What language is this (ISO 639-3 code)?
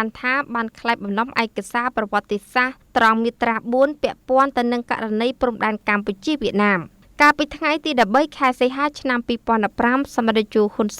khm